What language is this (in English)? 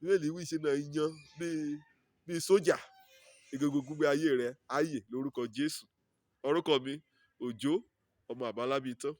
Yoruba